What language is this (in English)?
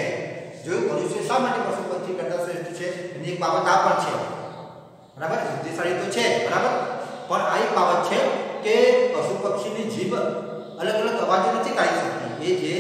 Gujarati